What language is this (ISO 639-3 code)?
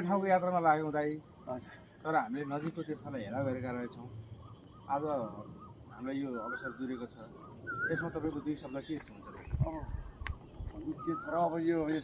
nep